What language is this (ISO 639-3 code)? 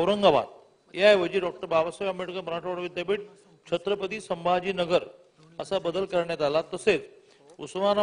mar